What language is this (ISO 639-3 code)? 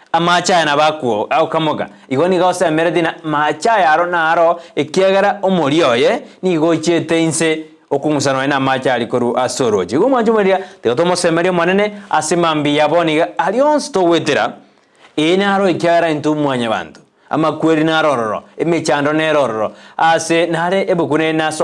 guz